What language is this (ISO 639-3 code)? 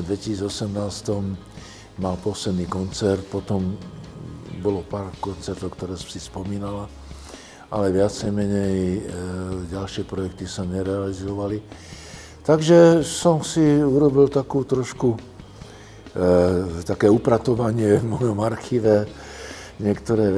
slk